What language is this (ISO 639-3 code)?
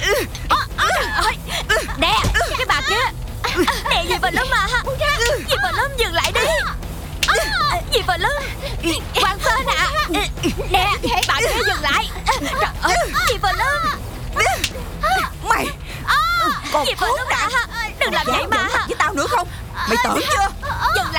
vie